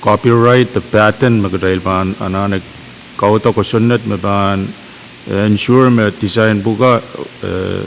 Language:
Pohnpeian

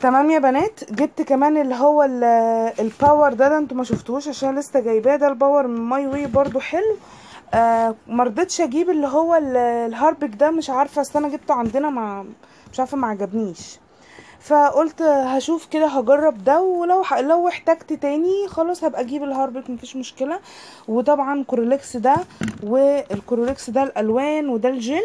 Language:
Egyptian Arabic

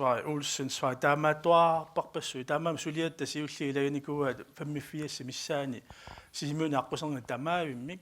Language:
Kalaallisut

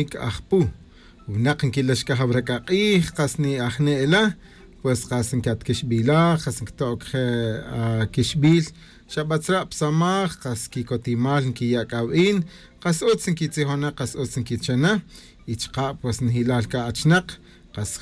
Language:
Tz'utujil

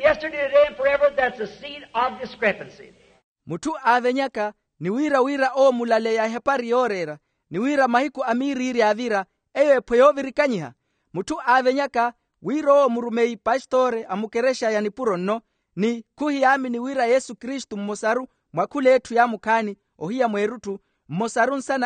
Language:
Makhuwa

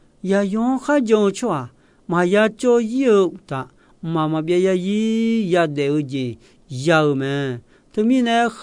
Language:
Akha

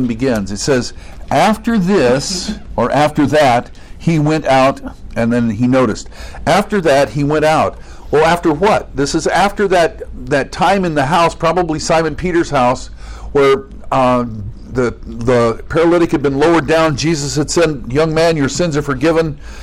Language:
English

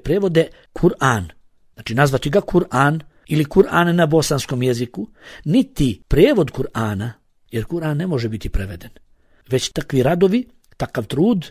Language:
Bosnian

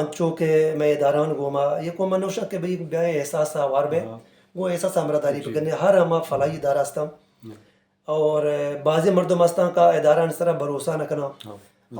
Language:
Baluchi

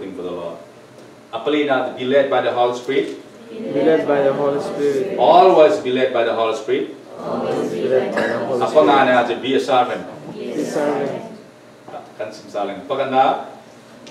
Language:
Falam Chin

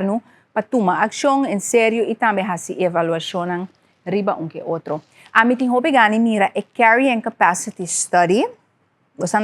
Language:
Papiamento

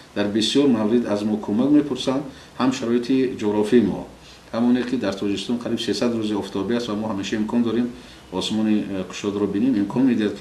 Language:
Tajik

